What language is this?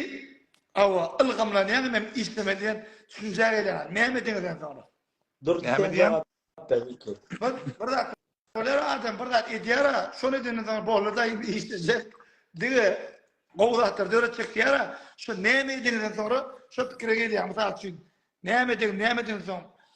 Turkmen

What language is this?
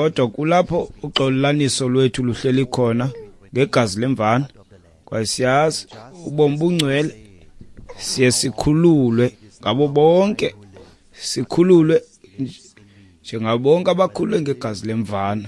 Xhosa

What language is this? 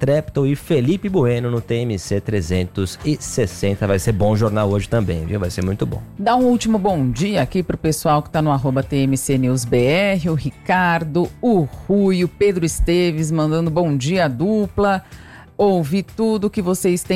Portuguese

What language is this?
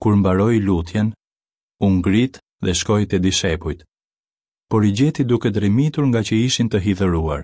Albanian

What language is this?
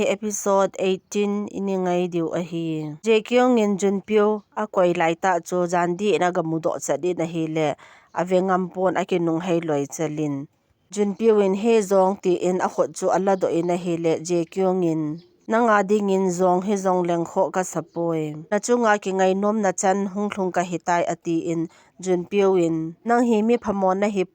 Thado Chin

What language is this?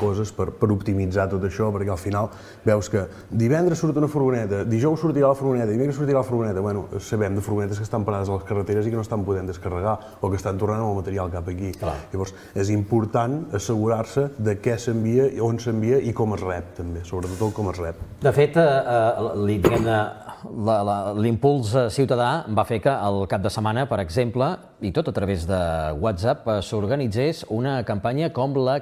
Catalan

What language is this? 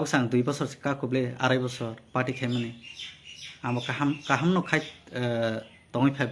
Kok Borok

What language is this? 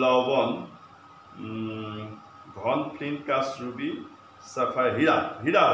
Assamese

